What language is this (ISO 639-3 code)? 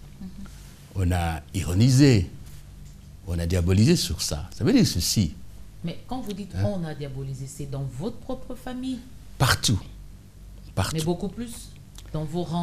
fra